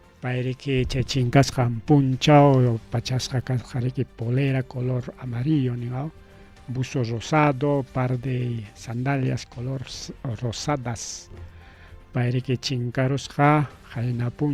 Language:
Ayacucho Quechua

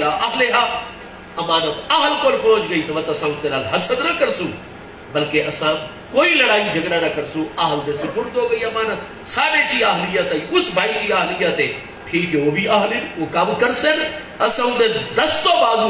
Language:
Saraiki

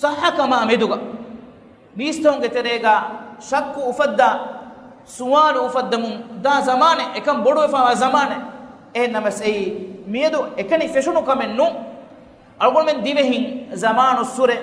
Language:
Divehi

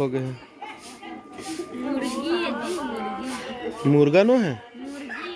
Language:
Chhattisgarhi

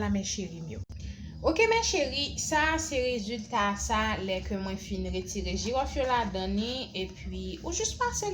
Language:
Haitian Creole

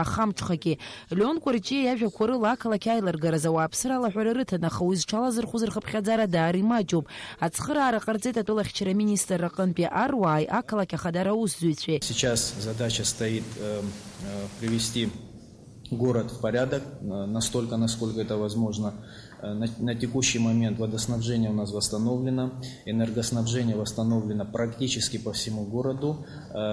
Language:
Abkhazian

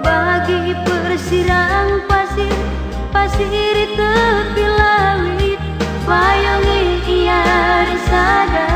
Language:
Batak Karo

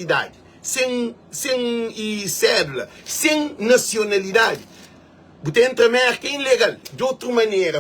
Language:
Kabuverdianu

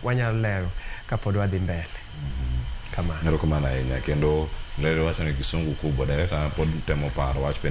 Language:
Luo (Kenya and Tanzania)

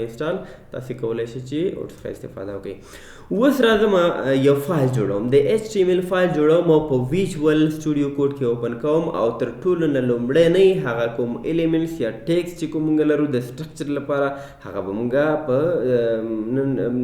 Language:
Pashto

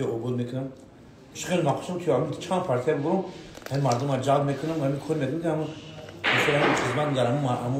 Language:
Tajik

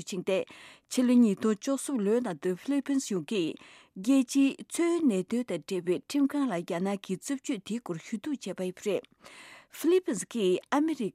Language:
Tibetan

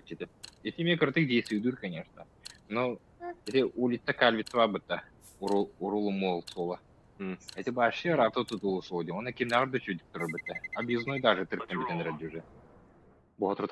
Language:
Yakut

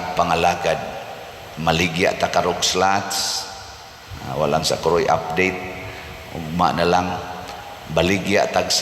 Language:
Cebuano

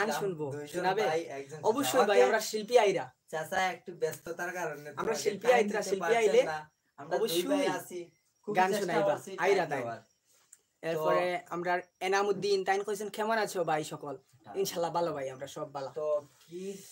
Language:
Sylheti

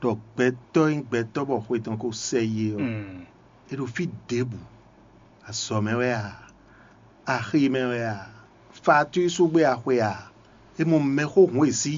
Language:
Fon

